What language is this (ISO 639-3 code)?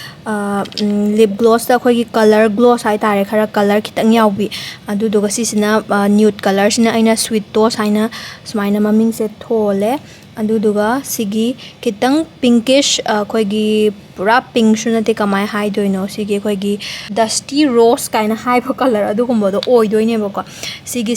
mni